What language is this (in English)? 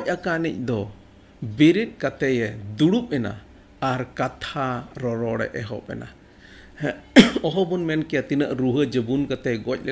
Santali